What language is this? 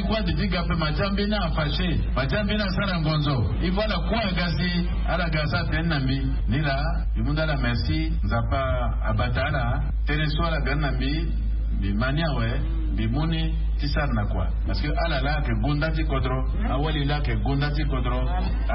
Sango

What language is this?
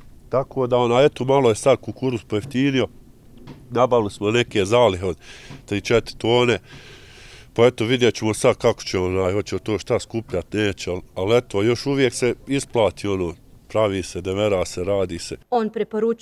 Bosnian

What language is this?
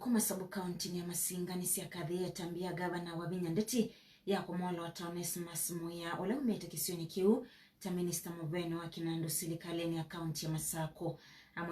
Kamba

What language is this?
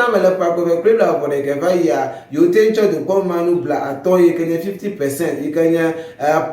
Ewe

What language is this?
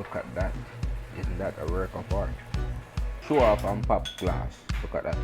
Jamaican Creole English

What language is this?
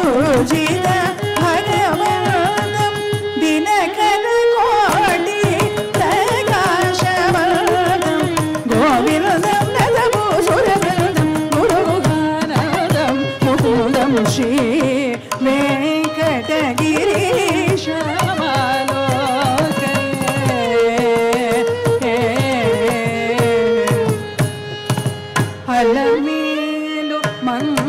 Telugu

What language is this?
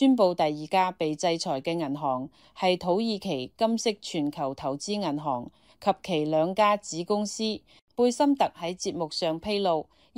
Cantonese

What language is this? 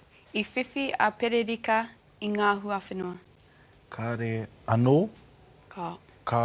Māori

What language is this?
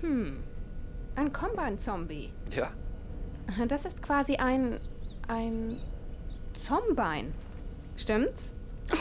Swiss German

